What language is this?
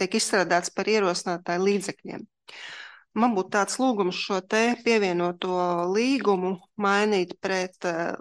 Latvian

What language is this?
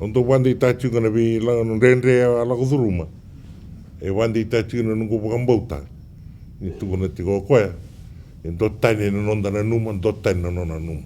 Fijian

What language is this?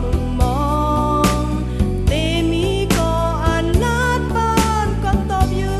Shan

